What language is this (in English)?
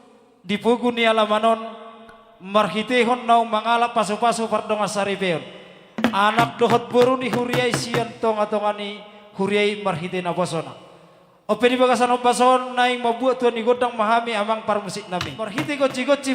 Batak Toba